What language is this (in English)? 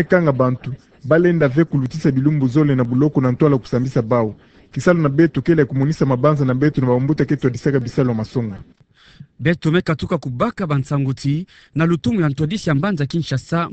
Kituba (Democratic Republic of Congo)